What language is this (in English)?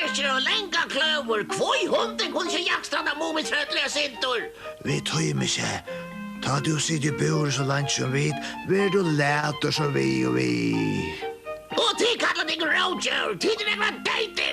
Faroese